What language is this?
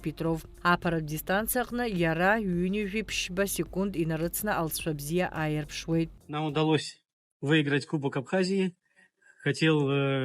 Abkhazian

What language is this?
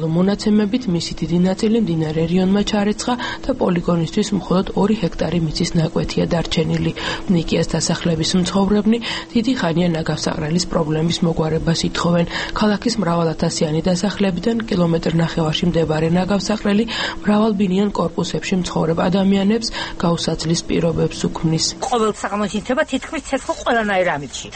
Georgian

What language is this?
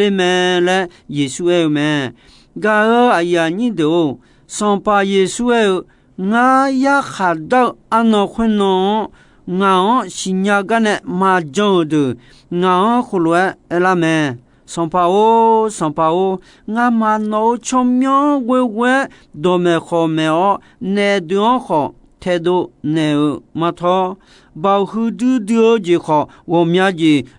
Akha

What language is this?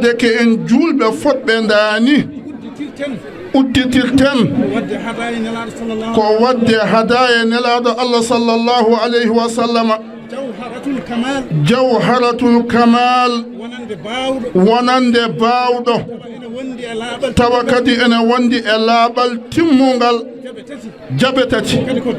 Fula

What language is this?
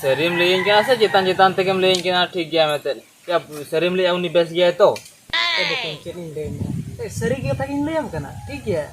Santali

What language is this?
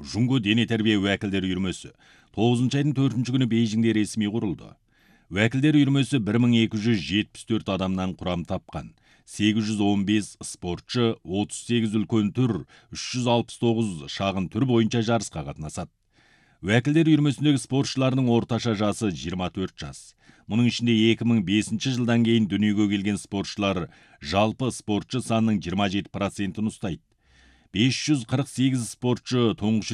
Kazakh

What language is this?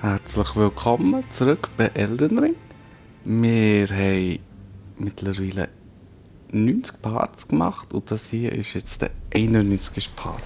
Swiss German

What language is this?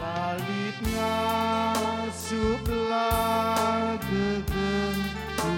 Batak Karo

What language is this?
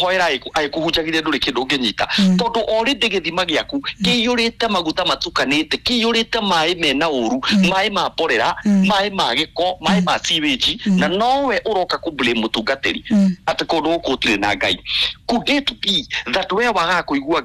Kikuyu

